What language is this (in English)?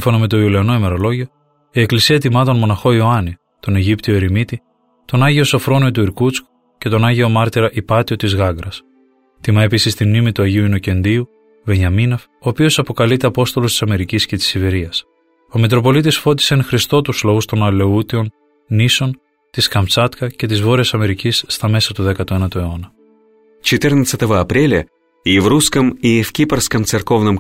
Greek